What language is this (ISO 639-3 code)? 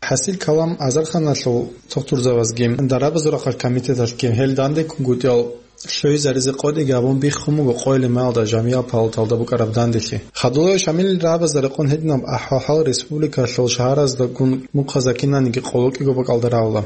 ava